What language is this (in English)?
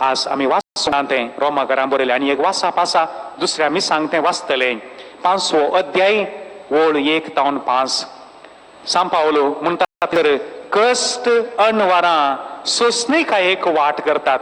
Konkani